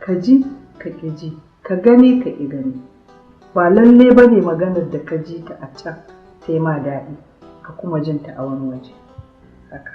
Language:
Hausa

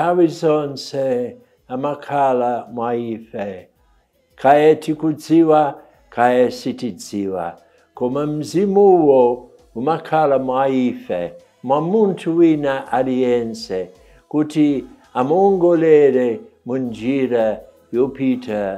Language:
Nyanja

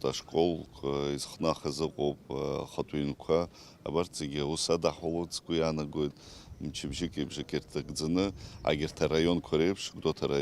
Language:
Abkhazian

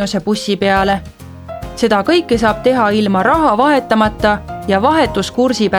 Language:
Estonian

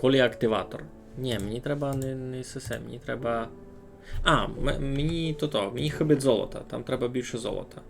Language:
Rusyn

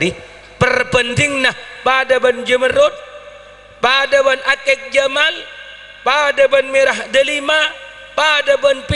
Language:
Madurese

